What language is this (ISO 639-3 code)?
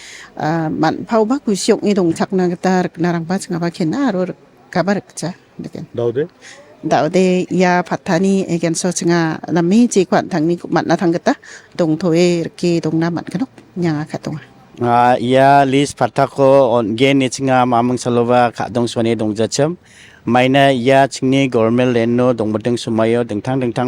grt